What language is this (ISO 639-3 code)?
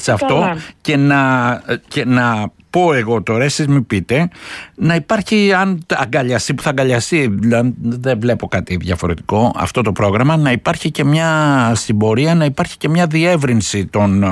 ell